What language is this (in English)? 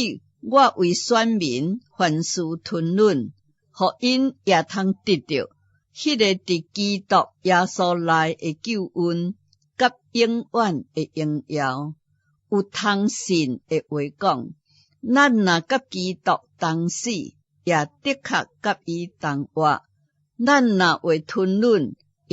Min Nan Chinese